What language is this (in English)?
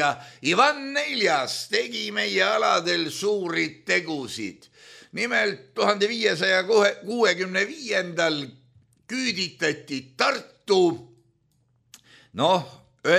Estonian